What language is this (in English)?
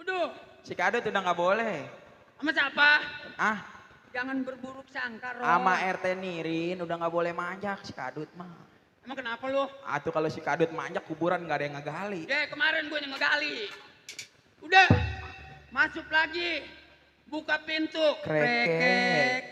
Betawi